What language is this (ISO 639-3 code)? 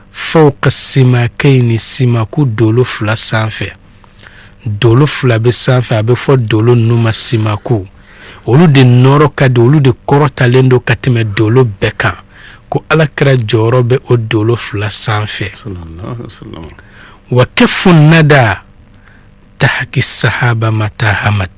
bam